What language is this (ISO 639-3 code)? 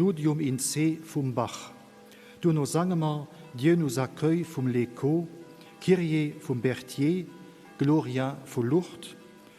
ltz